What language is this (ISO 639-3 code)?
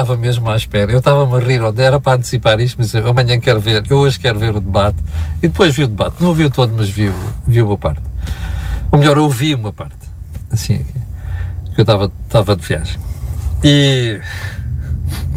por